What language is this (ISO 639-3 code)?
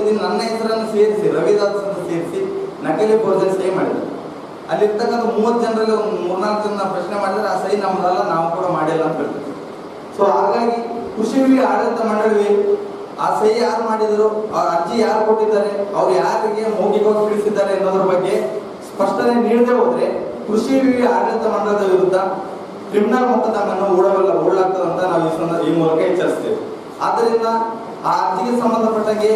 kan